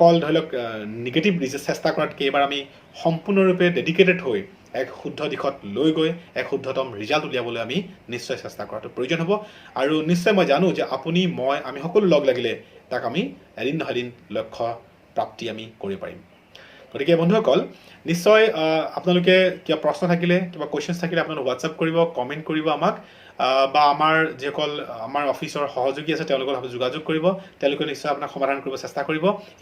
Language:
Assamese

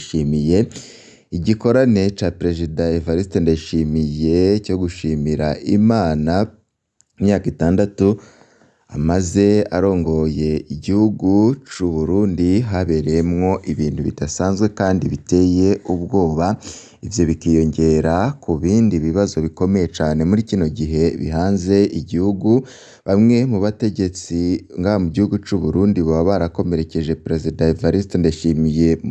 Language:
Rundi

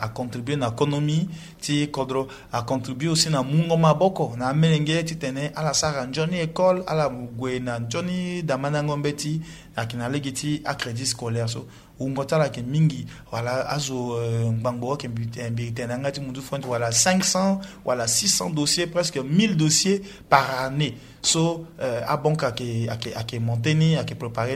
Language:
Sango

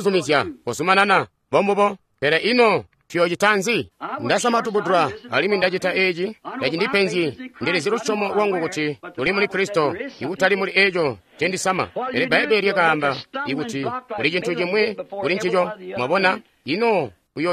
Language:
Tonga (Zambia)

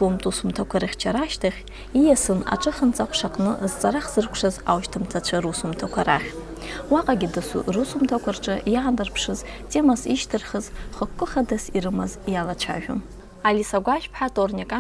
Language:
Abkhazian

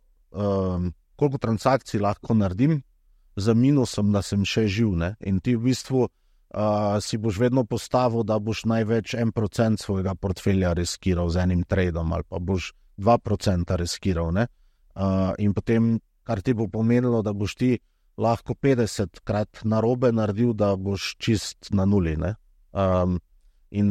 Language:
Slovenian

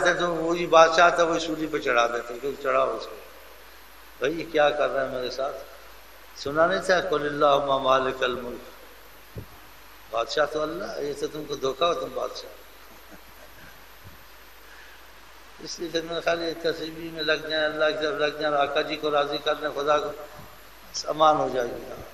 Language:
Urdu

